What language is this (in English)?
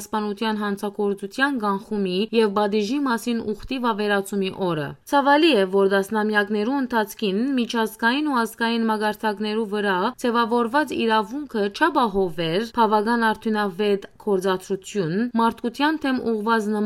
Western Armenian